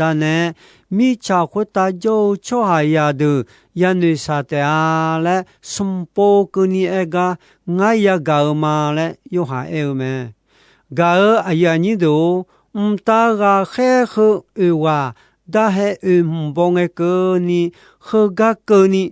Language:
Akha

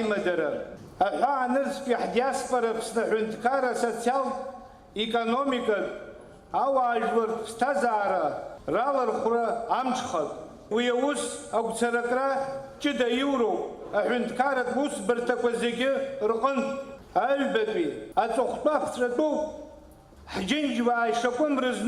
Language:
Abkhazian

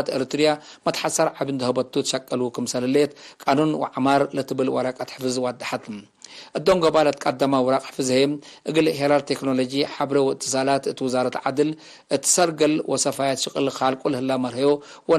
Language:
Tigre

